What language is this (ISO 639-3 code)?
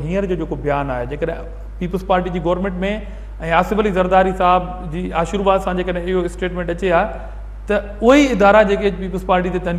snd